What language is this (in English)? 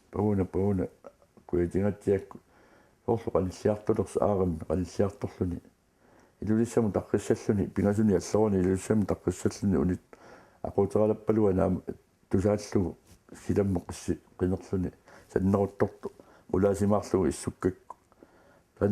Kalaallisut